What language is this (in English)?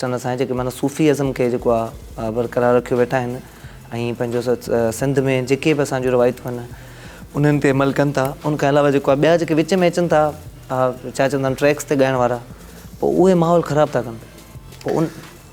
Sindhi